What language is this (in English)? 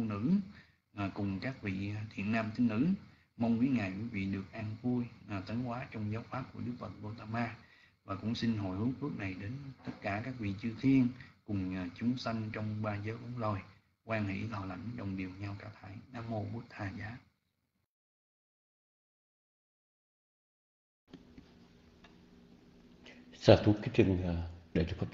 Vietnamese